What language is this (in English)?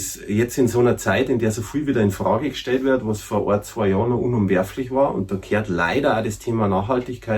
Bavarian